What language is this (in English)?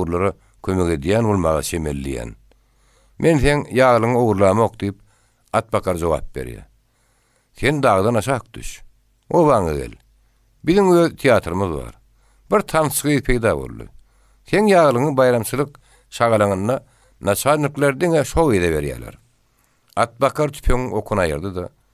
Turkmen